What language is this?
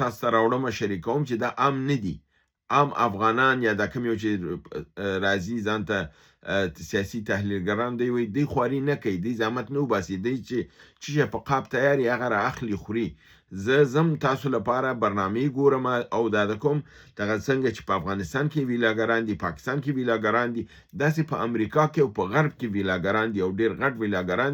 Pashto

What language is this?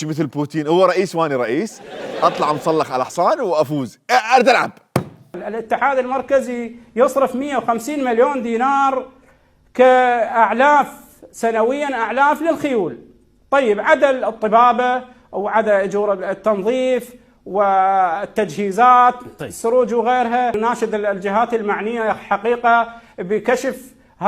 Mesopotamian Arabic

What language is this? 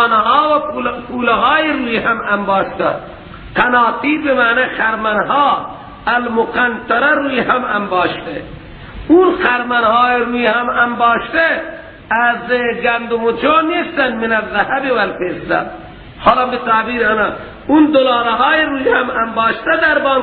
Persian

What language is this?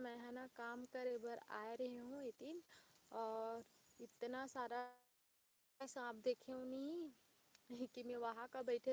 Chhattisgarhi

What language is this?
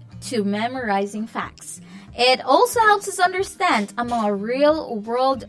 Hiligaynon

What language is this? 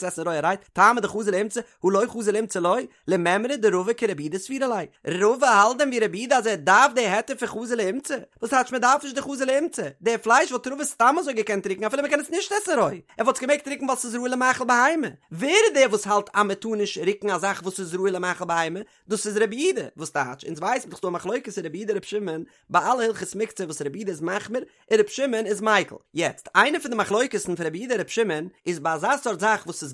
Yiddish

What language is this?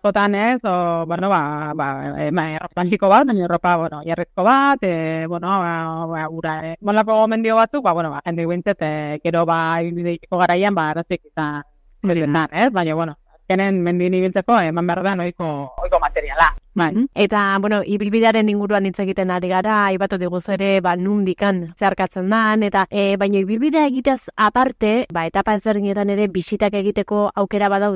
Basque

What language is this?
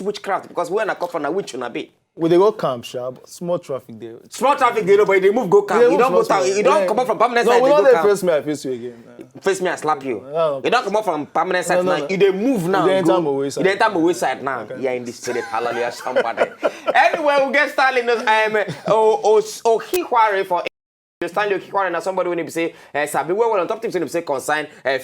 Nigerian Pidgin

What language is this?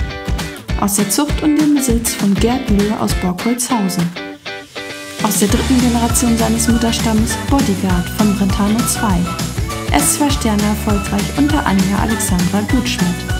German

